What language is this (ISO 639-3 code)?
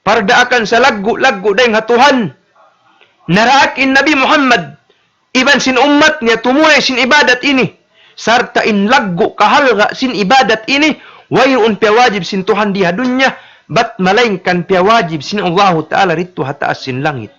tsg